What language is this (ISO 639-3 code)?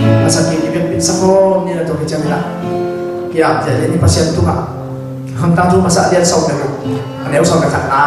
ctd